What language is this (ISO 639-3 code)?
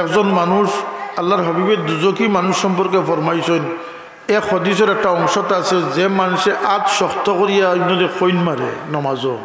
syl